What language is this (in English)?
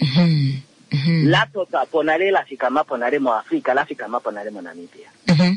Kuanyama